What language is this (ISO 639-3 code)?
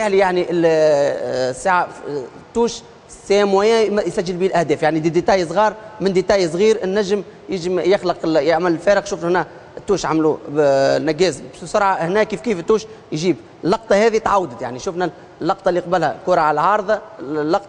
aeb